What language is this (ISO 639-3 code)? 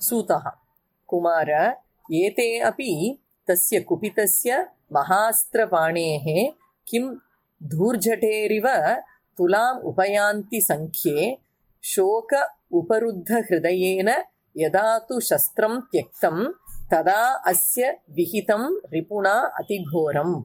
san